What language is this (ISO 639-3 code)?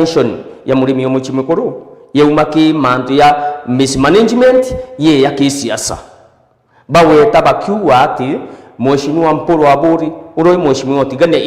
mer